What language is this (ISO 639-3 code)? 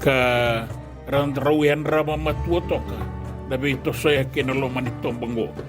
fij